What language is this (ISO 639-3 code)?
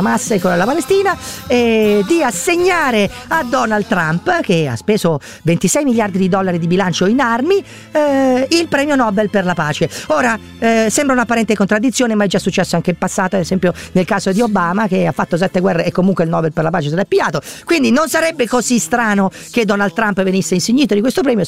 ita